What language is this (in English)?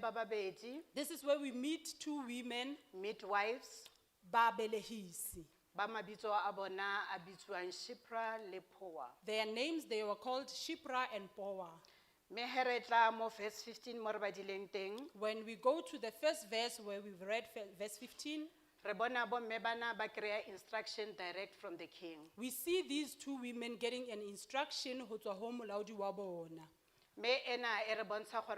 Southern Sotho